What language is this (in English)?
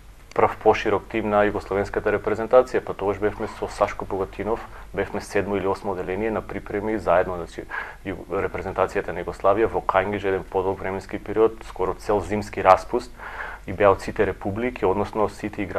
Macedonian